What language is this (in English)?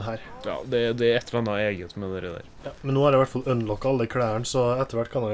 Norwegian